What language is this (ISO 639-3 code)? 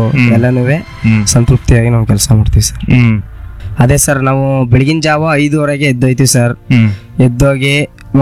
kan